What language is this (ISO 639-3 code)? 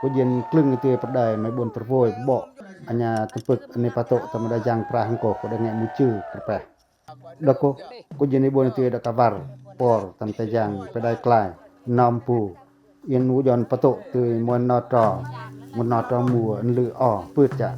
pac